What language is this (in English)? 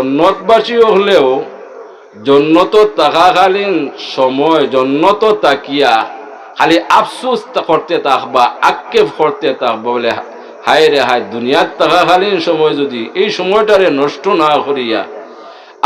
Sylheti